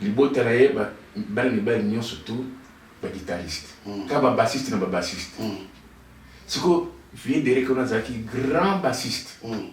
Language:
Lingala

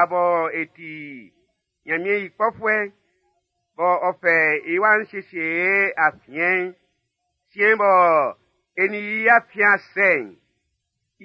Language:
Baoulé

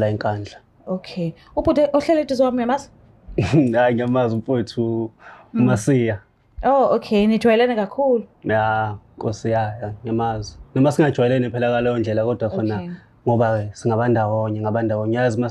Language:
Zulu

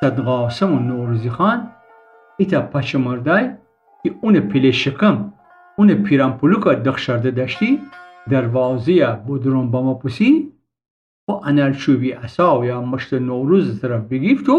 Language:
Gilaki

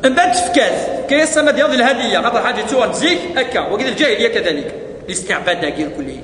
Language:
Kabyle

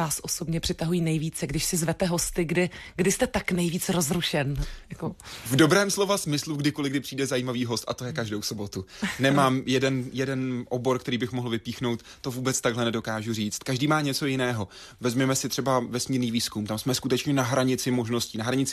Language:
Czech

